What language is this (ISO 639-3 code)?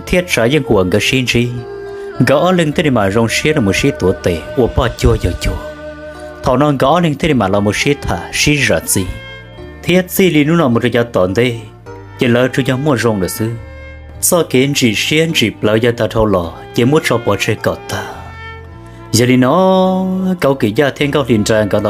hmn